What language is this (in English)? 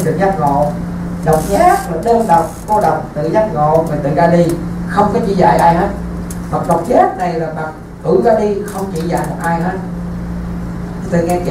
Vietnamese